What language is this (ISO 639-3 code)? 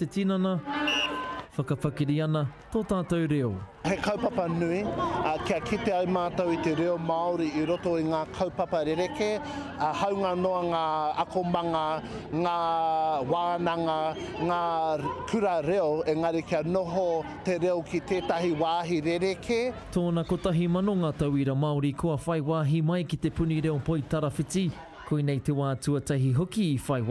mri